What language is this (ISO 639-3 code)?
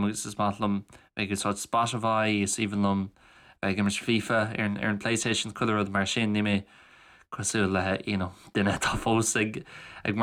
gle